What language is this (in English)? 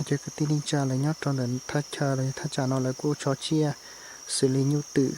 Hmong